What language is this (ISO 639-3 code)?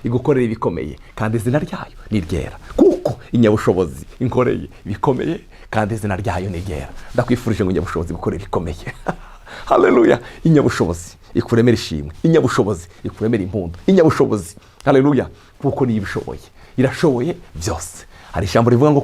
run